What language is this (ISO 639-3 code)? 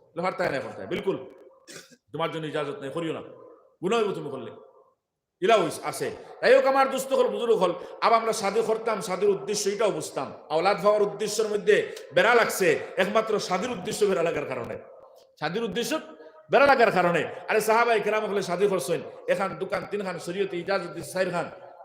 syl